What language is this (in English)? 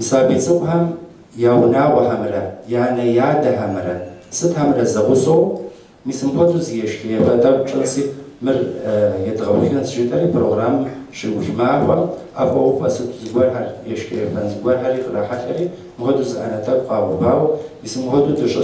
Kabardian